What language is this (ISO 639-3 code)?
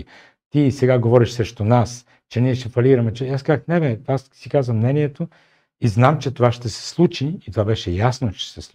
bul